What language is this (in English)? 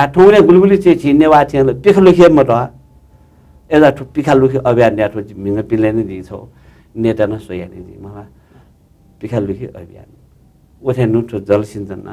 Newari